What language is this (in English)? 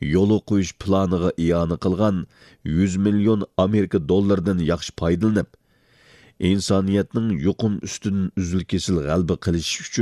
Uyghur